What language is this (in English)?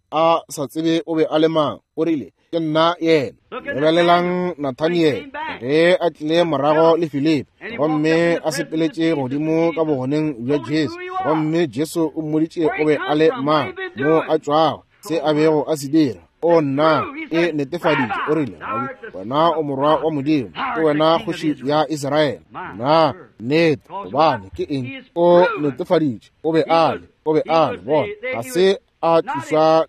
Northern Sotho